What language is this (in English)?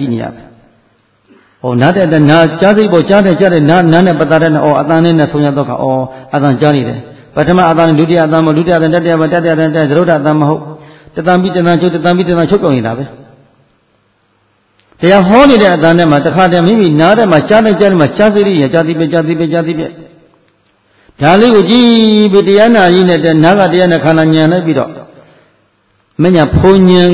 Burmese